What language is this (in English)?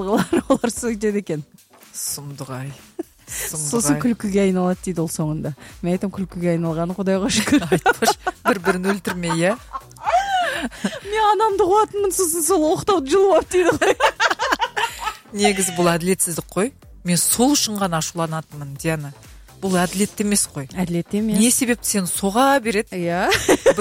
Kazakh